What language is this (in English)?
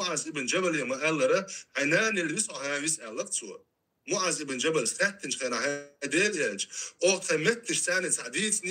Chechen